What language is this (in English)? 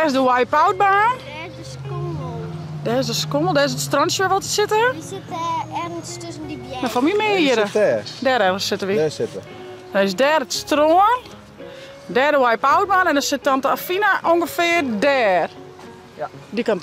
Western Frisian